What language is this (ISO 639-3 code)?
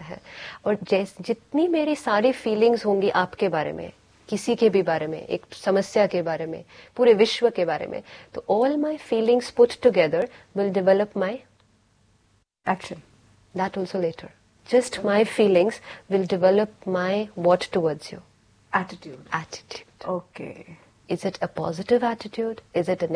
hin